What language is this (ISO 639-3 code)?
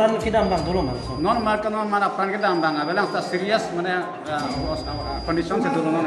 mjw